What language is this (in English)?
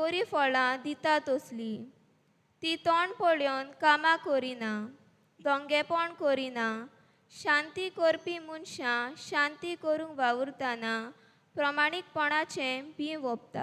Konkani